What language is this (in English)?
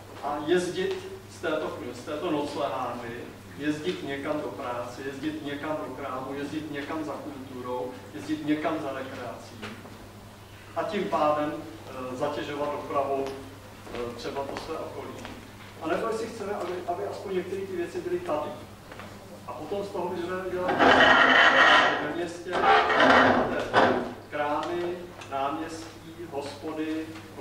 Czech